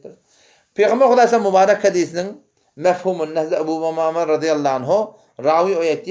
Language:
Turkmen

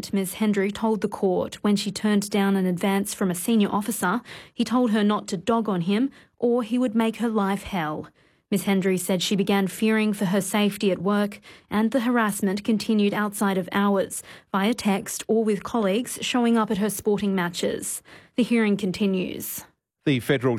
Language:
English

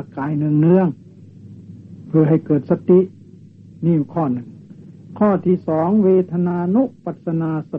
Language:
Thai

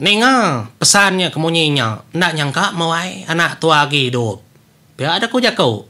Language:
Iban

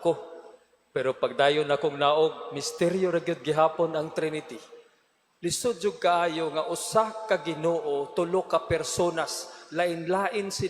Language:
Cebuano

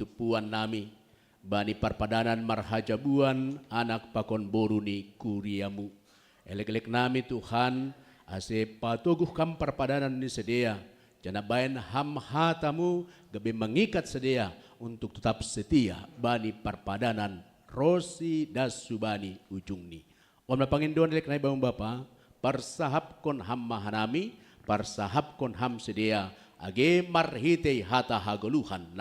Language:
Batak Simalungun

